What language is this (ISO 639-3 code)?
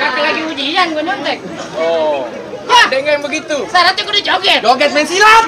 bew